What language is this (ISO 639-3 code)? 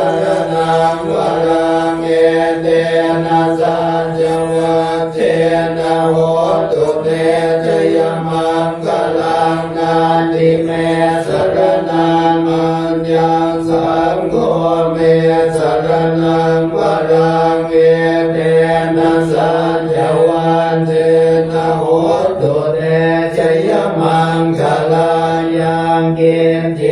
pli